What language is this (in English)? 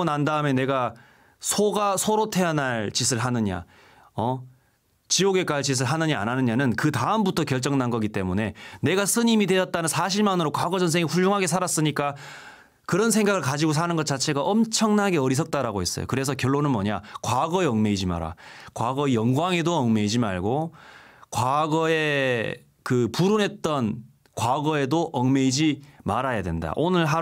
Korean